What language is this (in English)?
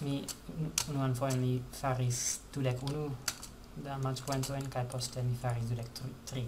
Esperanto